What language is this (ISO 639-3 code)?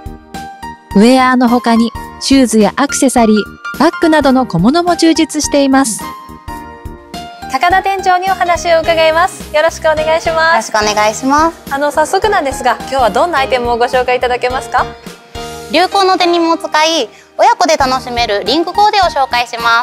jpn